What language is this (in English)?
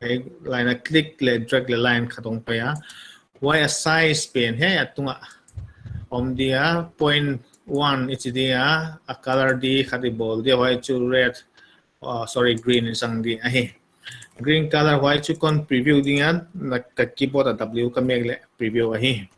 Paite Chin